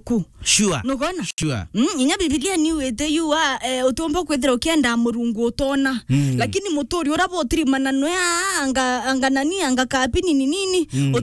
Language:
Meru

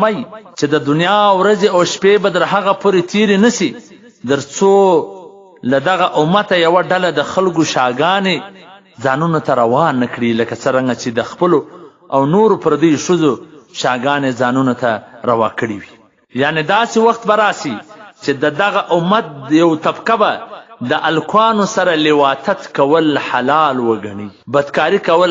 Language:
Pashto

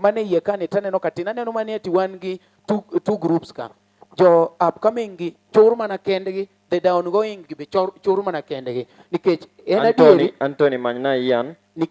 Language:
Luo (Kenya and Tanzania)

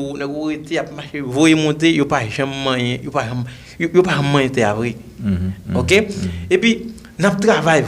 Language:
Haitian Creole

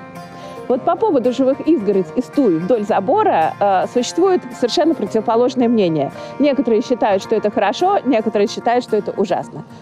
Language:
Russian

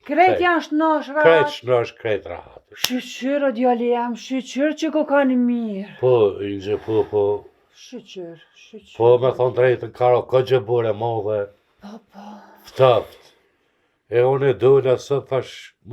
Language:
Albanian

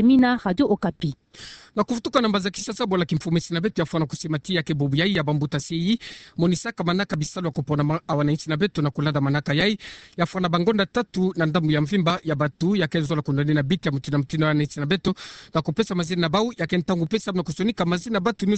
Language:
Kituba (Democratic Republic of Congo)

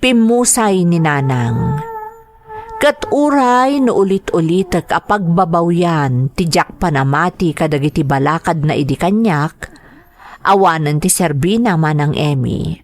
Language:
Iloko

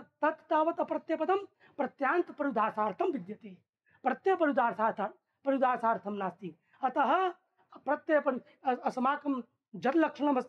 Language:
Sanskrit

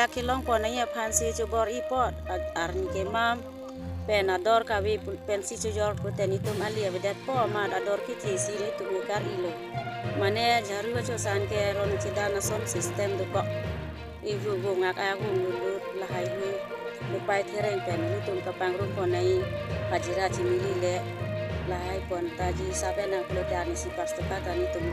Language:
Karbi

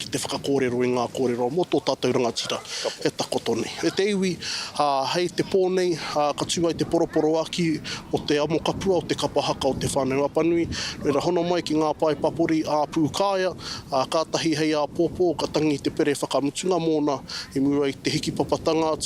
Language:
Māori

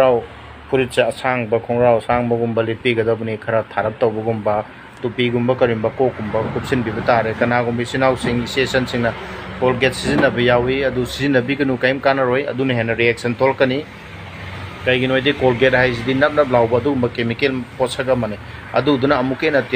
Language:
Manipuri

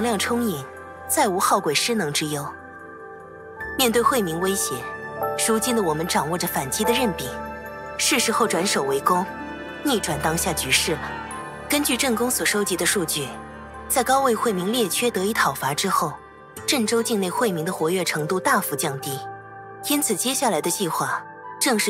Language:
Chinese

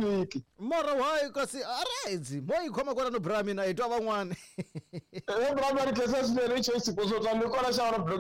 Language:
Tsonga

